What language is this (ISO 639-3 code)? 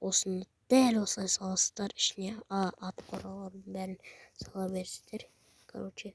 kaz